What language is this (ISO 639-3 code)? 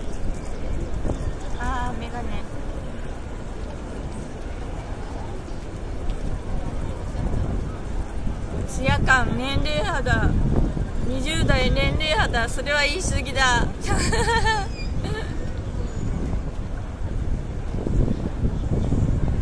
jpn